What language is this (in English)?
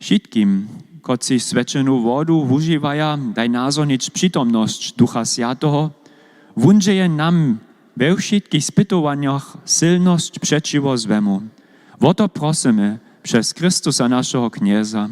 Upper Sorbian